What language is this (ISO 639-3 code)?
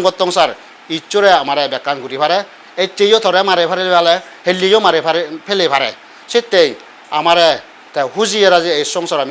ccp